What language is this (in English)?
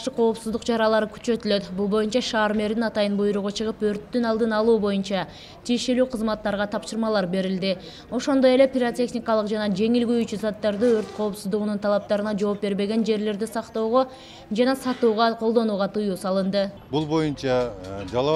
Kyrgyz